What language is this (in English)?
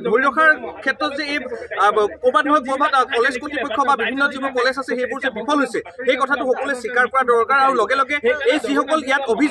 Assamese